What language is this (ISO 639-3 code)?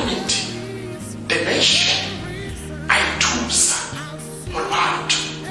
tsn